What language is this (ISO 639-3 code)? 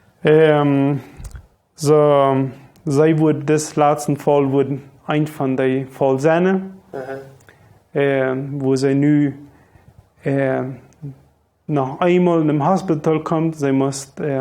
pdt